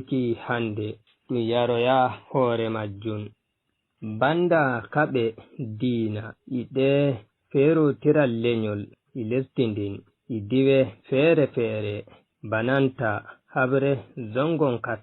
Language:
Fula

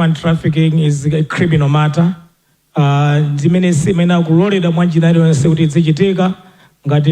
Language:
Nyanja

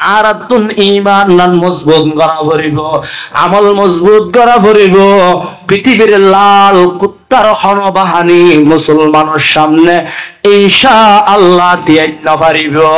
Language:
Rohingya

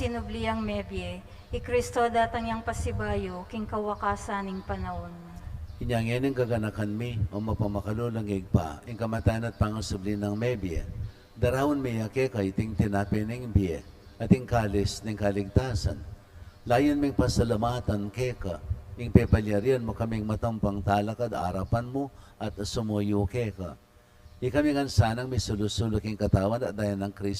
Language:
Pampanga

